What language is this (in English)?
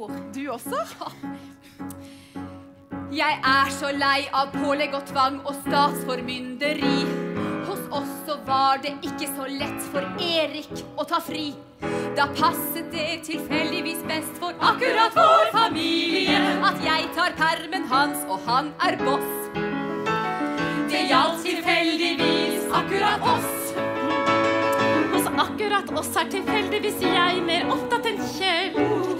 Norwegian